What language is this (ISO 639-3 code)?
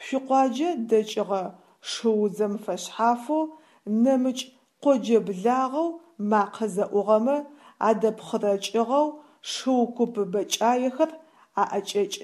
ady